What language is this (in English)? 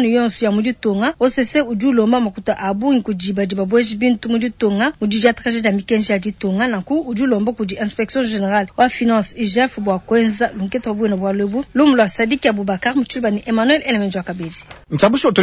Luba-Lulua